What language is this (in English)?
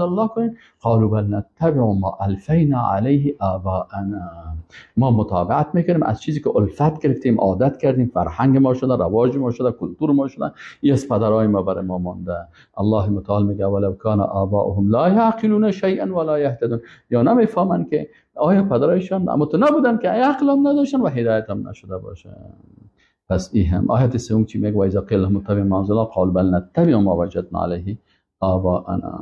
Persian